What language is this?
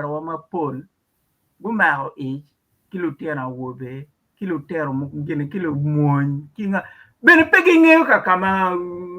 Acoli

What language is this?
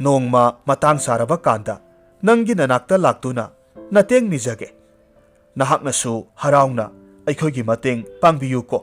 Manipuri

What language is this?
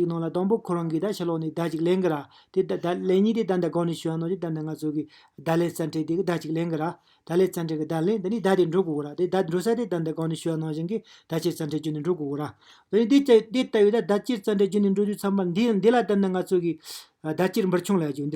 Tibetan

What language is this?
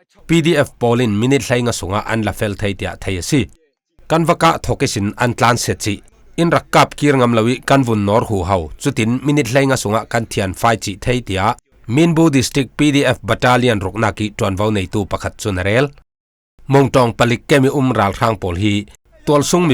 Falam Chin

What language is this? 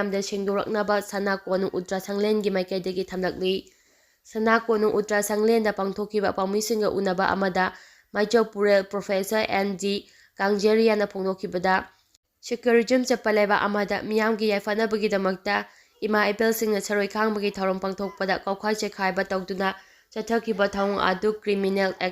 Manipuri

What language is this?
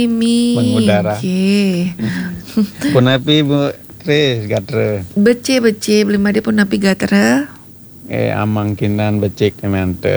Balinese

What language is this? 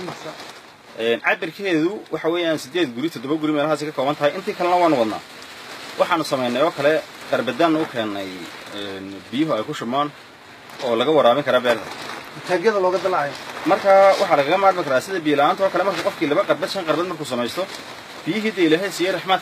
Somali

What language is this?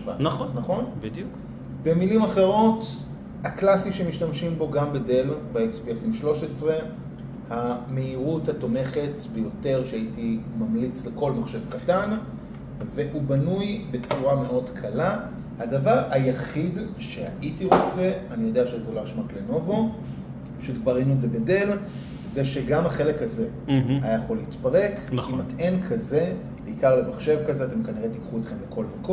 Hebrew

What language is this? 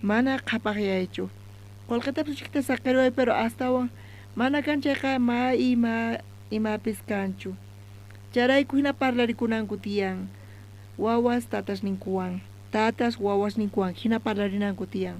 South Bolivian Quechua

